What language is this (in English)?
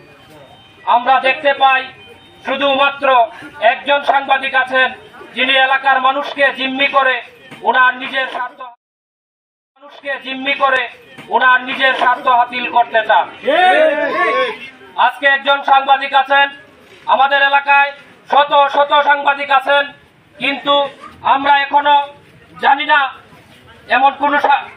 Bangla